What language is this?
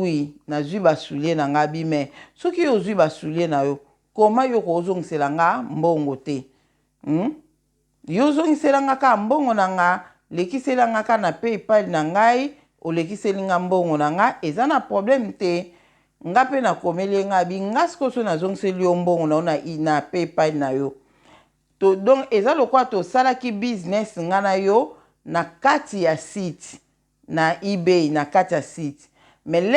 Lingala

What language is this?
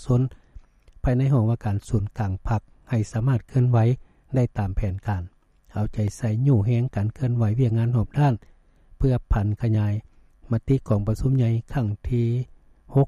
Lao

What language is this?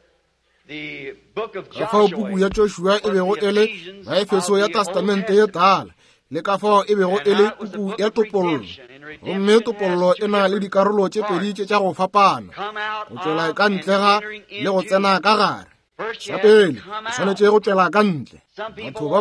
Northern Sotho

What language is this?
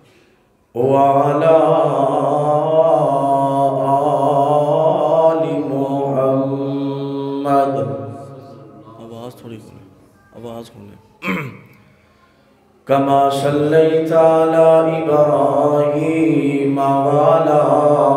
Urdu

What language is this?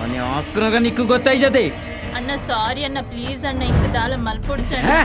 Tulu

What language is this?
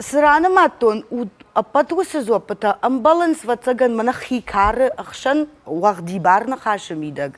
Ossetic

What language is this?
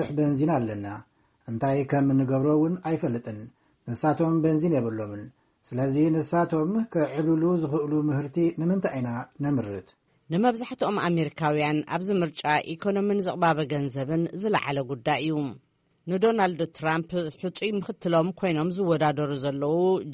Tigrinya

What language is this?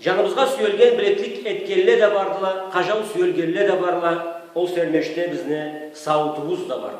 Karachay-Balkar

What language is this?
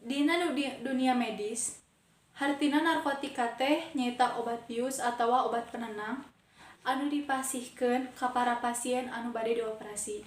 Sundanese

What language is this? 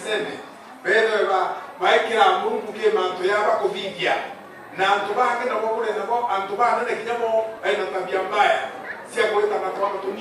Meru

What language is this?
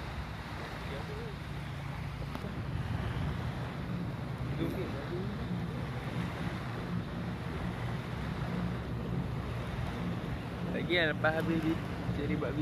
Malay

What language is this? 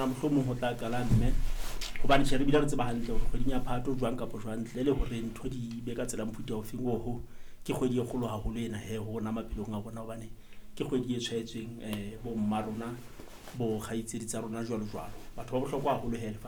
Southern Sotho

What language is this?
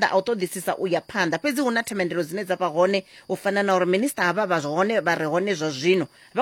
Venda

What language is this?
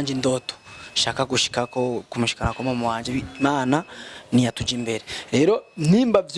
Rundi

